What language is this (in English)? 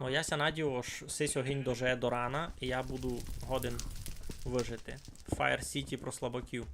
Rusyn